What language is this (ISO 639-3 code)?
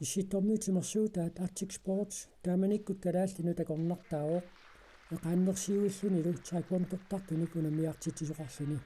kal